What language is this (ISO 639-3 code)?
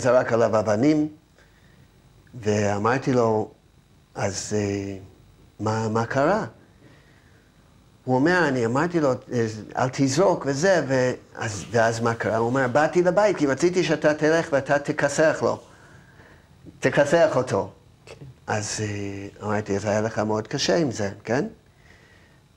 heb